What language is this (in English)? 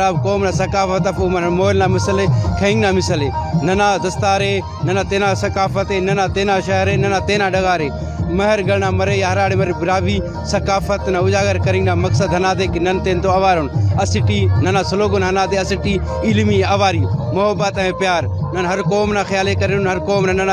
Brahui